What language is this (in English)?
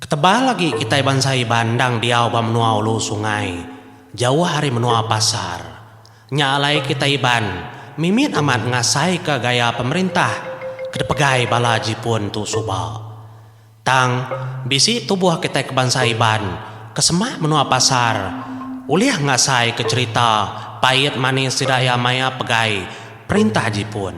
Iban